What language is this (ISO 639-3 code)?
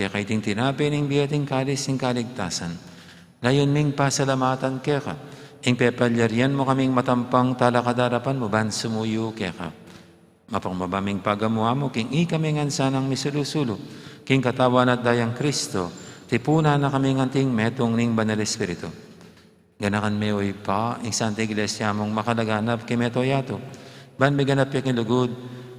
pam